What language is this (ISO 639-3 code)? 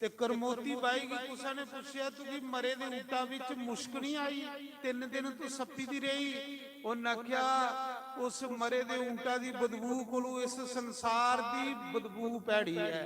doi